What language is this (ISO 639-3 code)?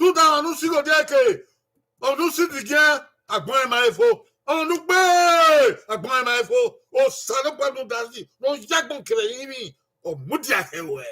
bin